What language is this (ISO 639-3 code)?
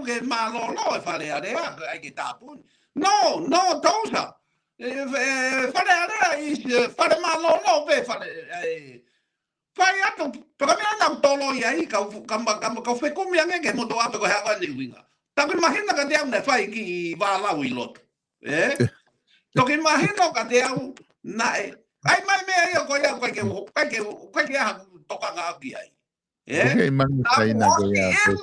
ton